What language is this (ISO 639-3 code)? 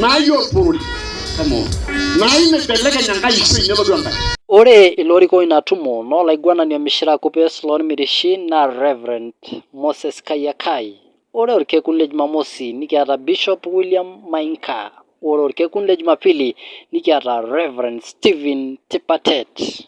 mas